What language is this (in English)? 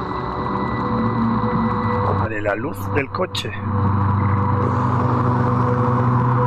Spanish